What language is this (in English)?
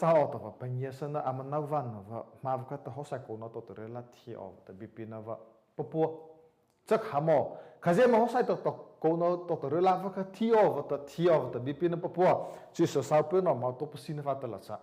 Mara Chin